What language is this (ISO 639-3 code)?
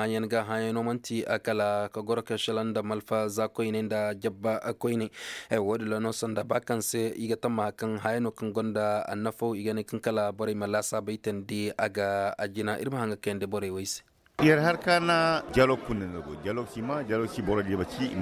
ses